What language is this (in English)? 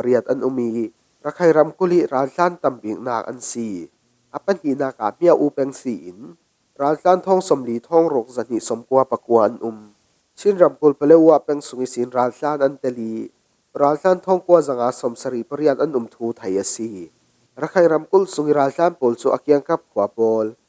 Falam Chin